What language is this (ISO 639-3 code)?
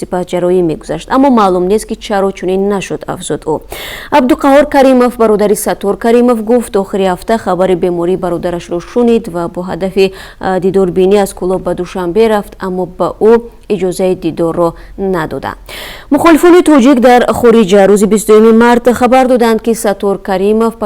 tgk